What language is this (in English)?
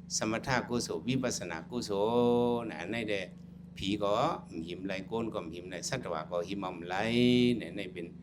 Shan